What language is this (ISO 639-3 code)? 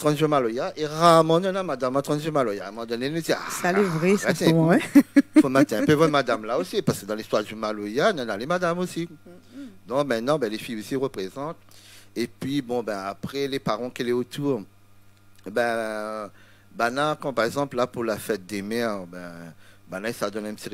rcf